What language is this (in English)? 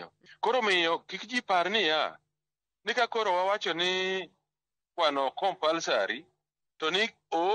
Luo (Kenya and Tanzania)